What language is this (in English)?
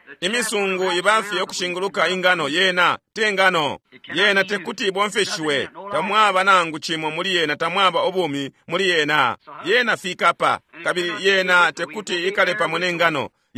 Bemba